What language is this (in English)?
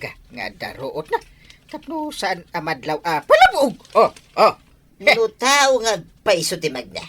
Iloko